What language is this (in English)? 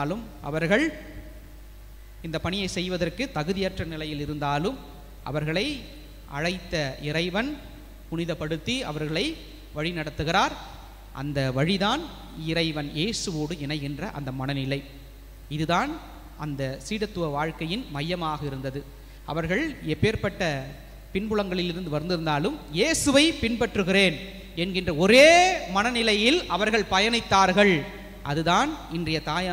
Tamil